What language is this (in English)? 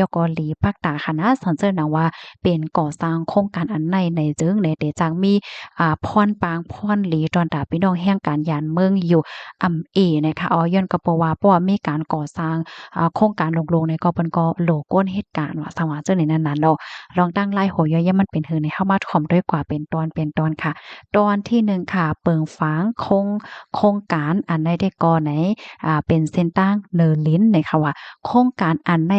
Shan